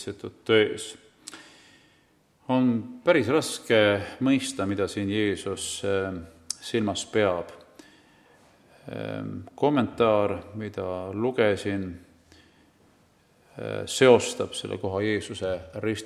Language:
Estonian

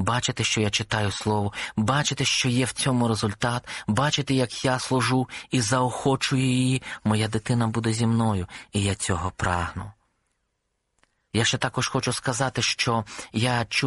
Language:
Ukrainian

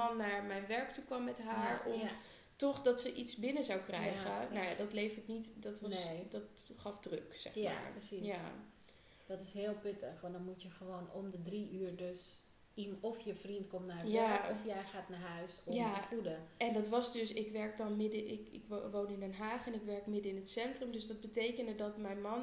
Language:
Dutch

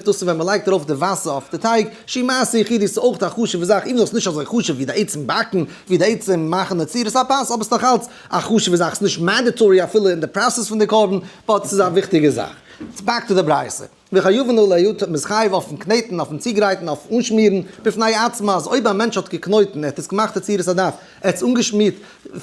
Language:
Yiddish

